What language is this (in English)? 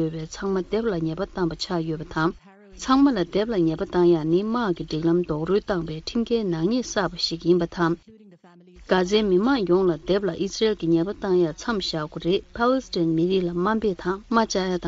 Tibetan